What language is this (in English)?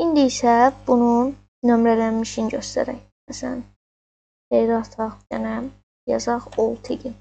Azerbaijani